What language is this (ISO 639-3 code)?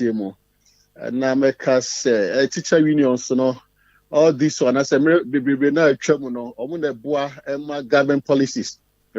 aka